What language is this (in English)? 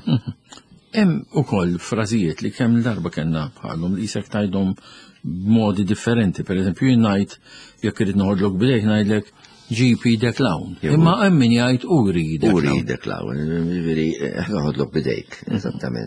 Maltese